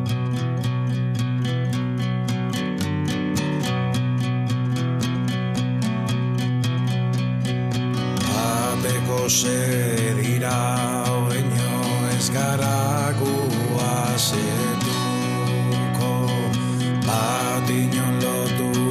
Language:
Basque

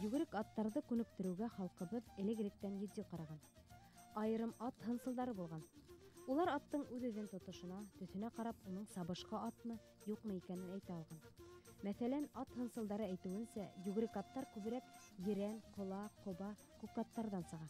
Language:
Bashkir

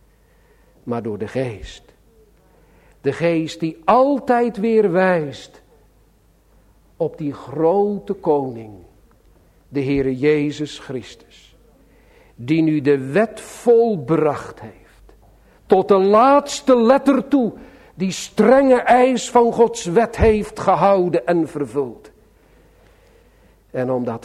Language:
Dutch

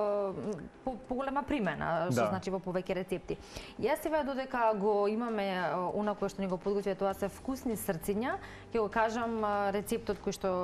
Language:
Macedonian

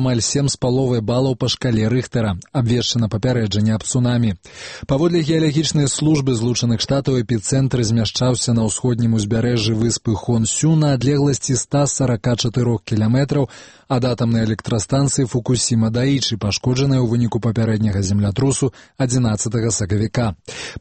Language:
Belarusian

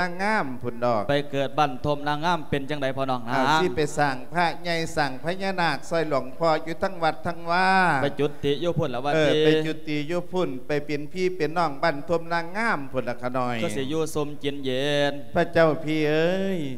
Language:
Lao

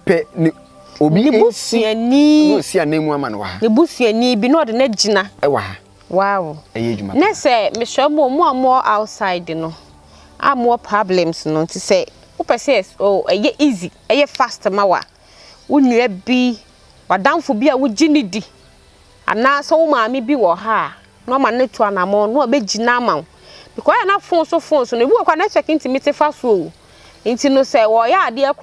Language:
Akan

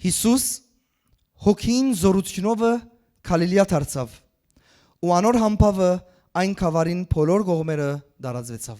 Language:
Western Armenian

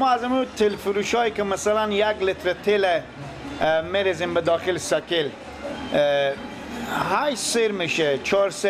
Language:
Persian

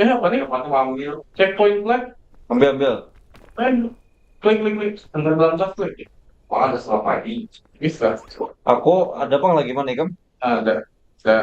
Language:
Banjar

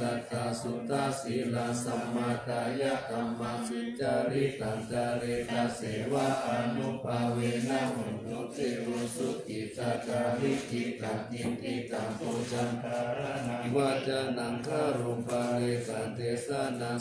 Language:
Pali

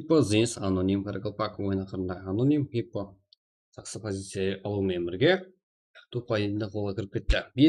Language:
Kara-Kalpak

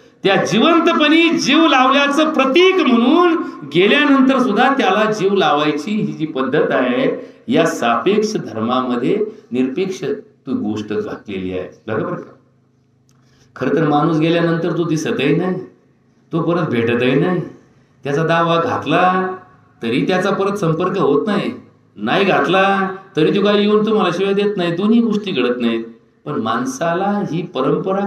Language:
Marathi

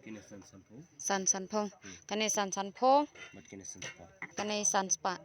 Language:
Khasi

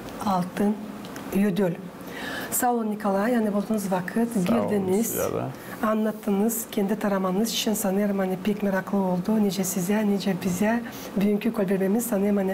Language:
Gagauz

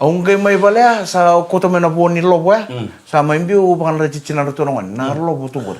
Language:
Fijian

